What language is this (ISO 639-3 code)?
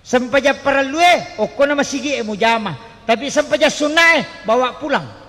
bug